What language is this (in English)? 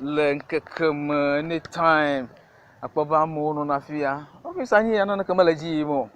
Ewe